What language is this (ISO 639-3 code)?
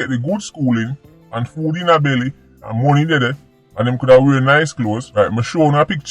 jam